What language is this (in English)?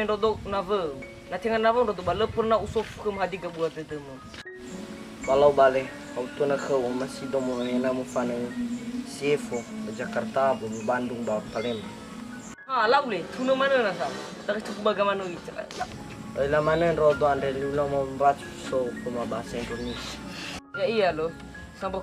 Nias